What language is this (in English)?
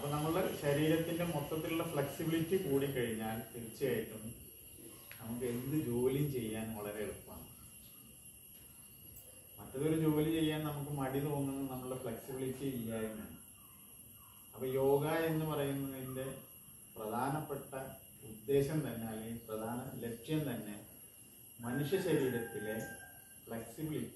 Malayalam